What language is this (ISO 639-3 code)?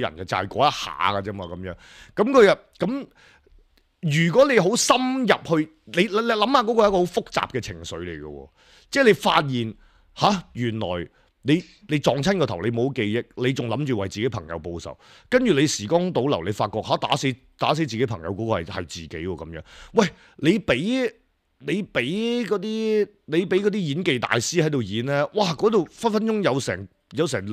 yue